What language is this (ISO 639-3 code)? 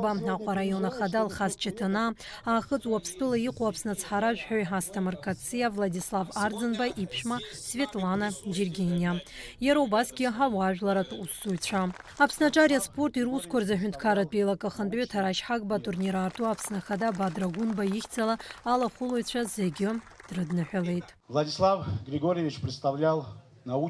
abk